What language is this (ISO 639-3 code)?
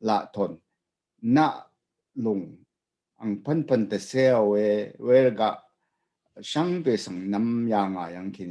raw